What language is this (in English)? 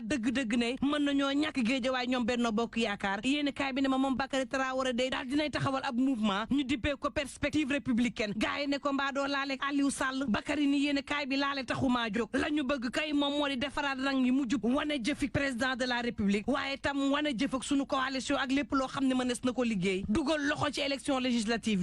Wolof